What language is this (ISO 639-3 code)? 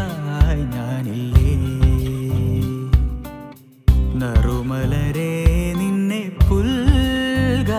mal